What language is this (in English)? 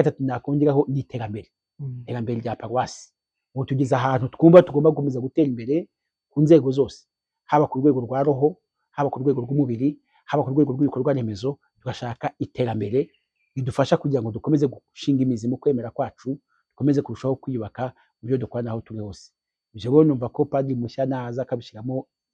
Kinyarwanda